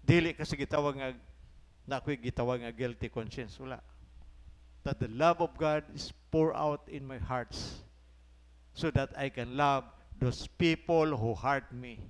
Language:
Cebuano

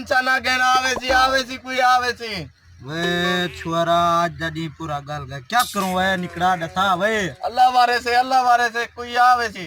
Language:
Saraiki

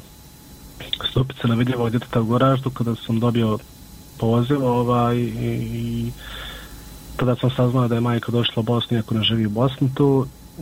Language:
Bosnian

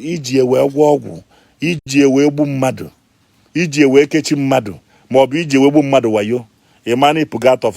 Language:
Igbo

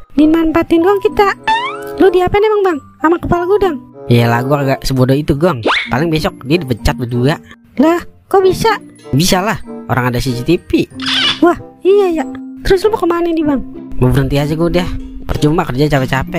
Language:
Betawi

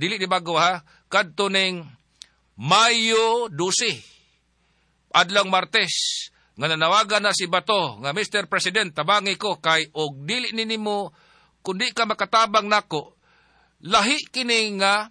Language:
Cebuano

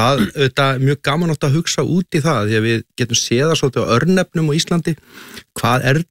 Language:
Icelandic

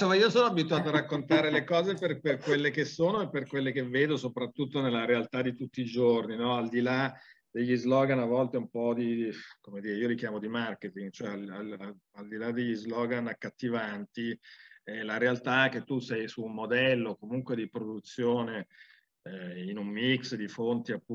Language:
Italian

